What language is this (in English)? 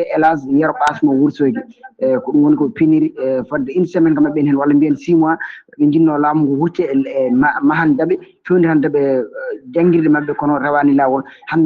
Fula